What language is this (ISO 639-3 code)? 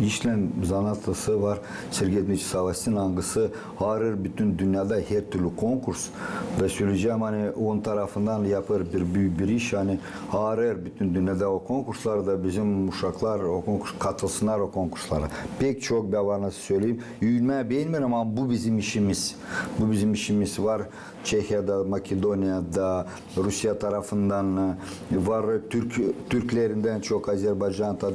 gag